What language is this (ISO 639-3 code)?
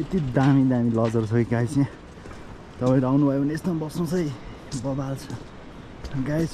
nep